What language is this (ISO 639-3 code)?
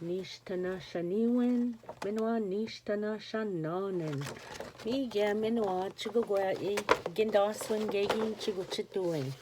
oji